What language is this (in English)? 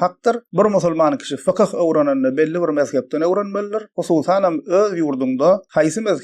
Turkmen